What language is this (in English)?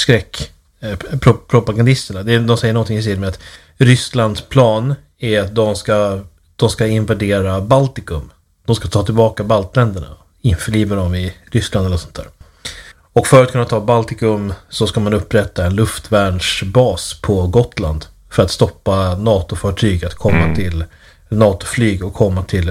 Swedish